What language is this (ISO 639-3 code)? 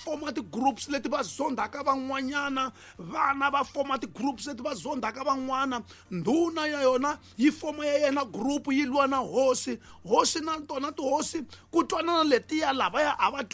tso